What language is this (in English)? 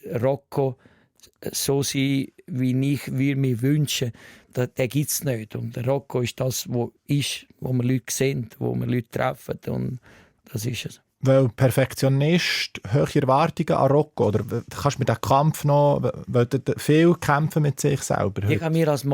Swiss German